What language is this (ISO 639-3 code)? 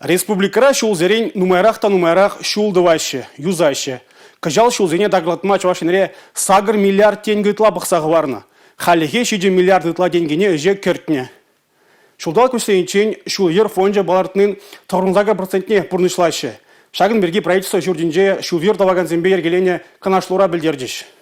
chv